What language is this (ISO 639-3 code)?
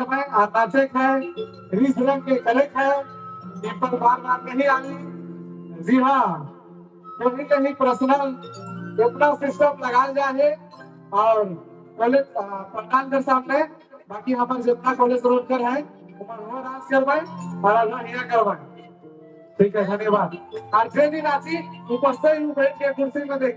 sck